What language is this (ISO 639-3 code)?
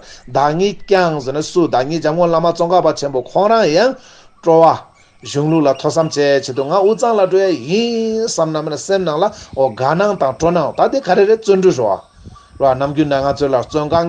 bod